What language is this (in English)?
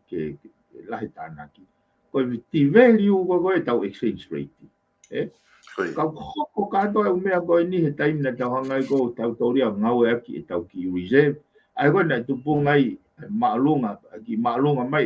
Tongan